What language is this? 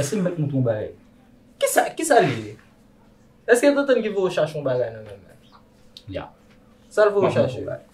Haitian Creole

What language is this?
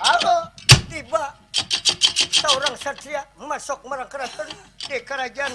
Banjar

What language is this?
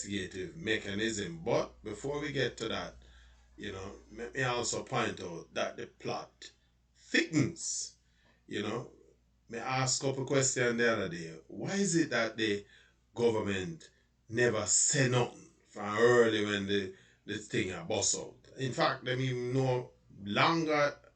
Jamaican Creole English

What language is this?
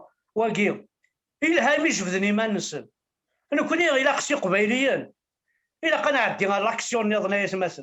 Kabyle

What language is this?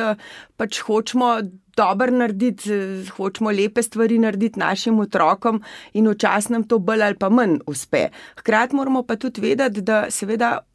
Slovenian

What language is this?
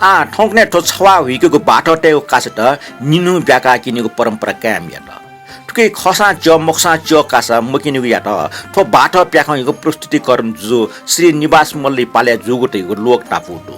Newari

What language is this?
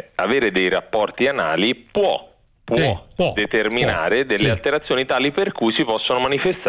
Italian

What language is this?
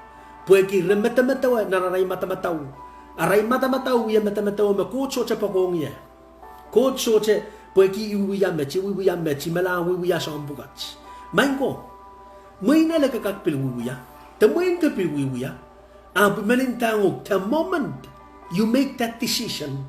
Pohnpeian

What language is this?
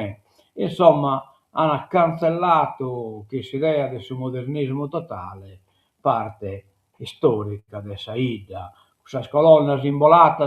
Sardinian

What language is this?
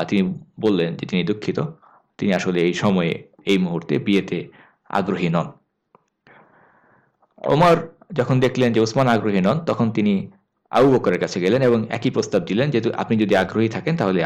Bangla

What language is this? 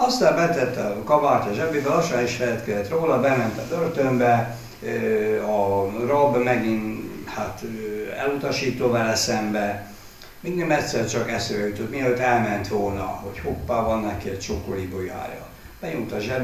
Hungarian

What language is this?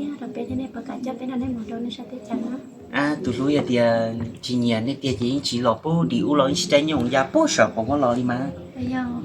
Hmong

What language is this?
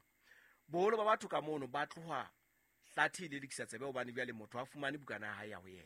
Southern Sotho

